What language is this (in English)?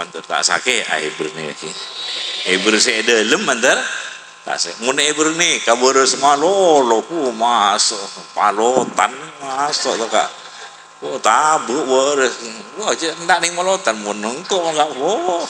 Madurese